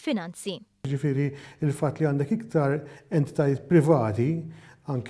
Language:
Maltese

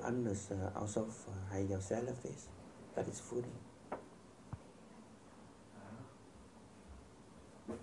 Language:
Dutch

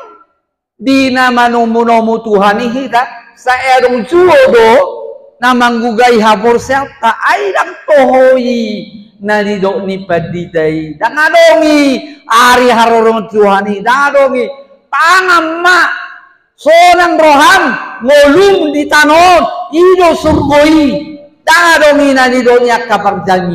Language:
Batak Toba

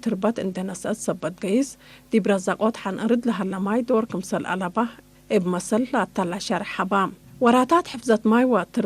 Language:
Tigre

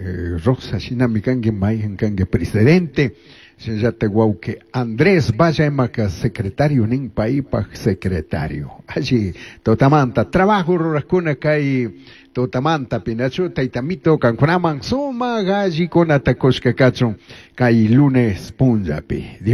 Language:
Chimborazo Highland Quichua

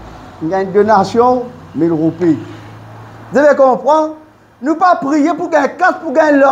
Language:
Morisyen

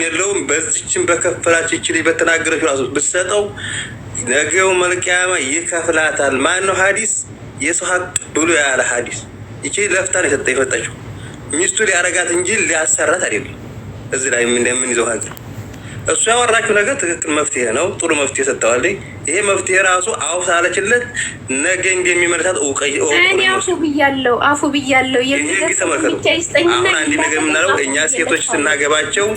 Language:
Amharic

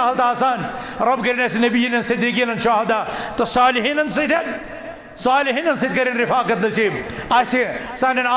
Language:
Kashmiri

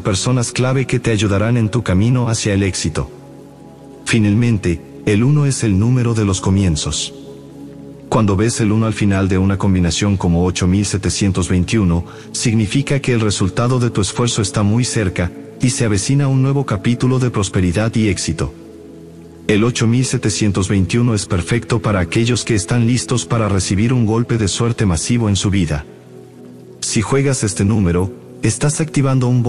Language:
Spanish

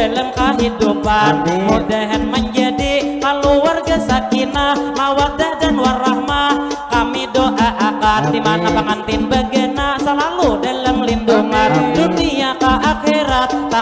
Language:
Banjar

